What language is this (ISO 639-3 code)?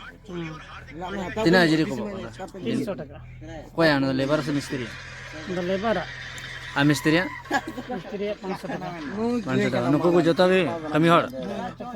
sat